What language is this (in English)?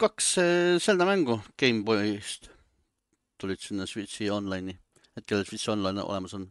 Estonian